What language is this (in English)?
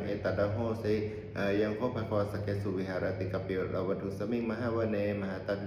Pali